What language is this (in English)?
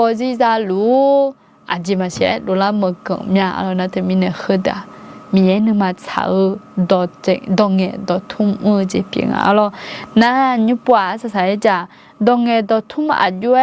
Akha